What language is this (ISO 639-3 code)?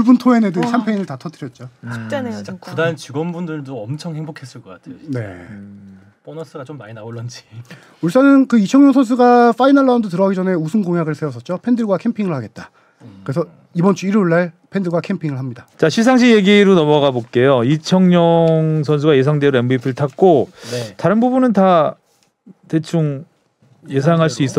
kor